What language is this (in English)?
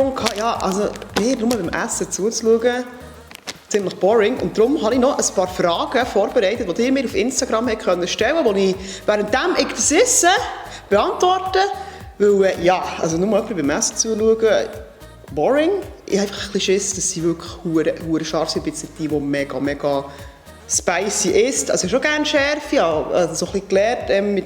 Swiss German